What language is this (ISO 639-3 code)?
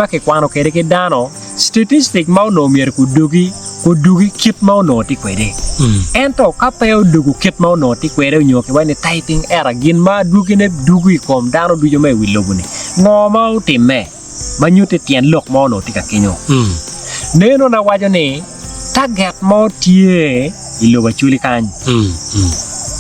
ach